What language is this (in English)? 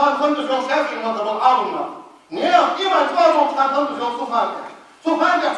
Ingush